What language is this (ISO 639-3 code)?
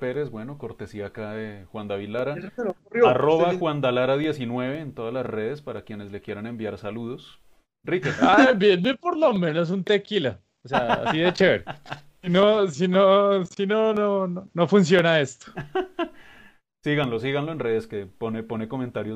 spa